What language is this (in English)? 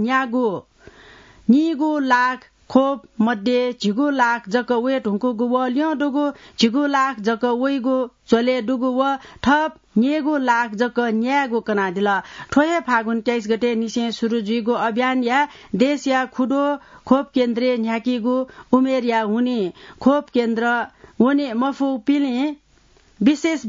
Newari